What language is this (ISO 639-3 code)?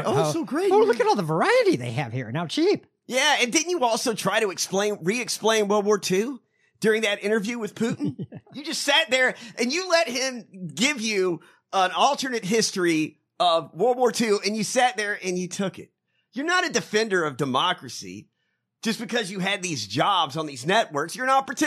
eng